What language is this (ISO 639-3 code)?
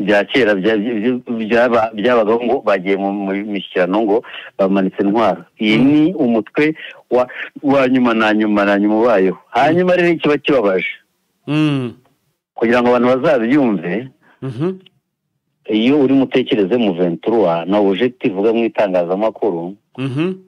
kin